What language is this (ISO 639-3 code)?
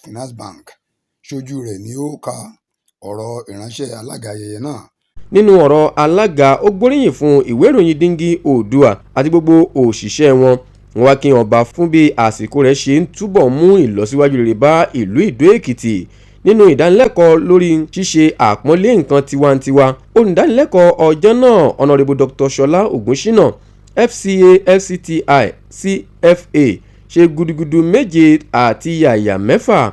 yor